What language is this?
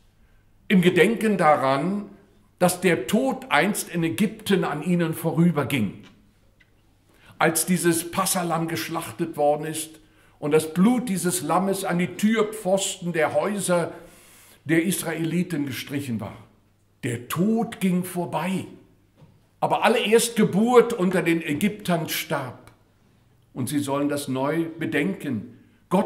German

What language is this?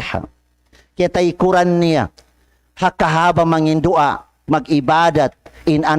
Tausug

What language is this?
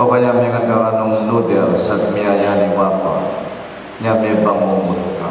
Pampanga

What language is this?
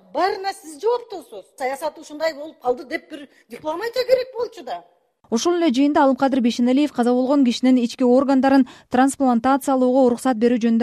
Kyrgyz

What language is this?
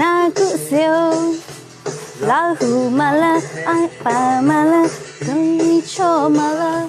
Lahu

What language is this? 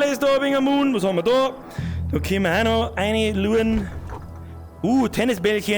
Bavarian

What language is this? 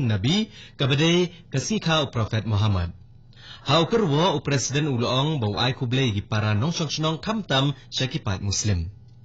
Khasi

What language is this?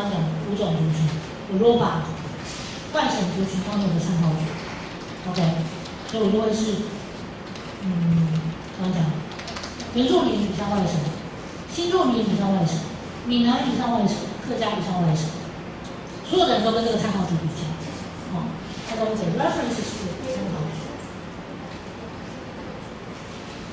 Chinese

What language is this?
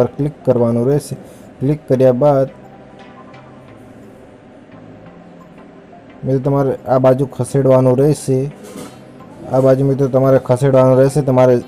Gujarati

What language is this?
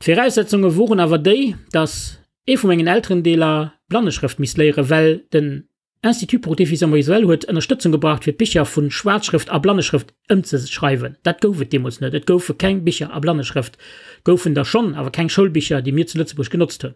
Luxembourgish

